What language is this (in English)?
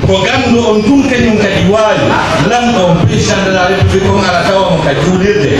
Pular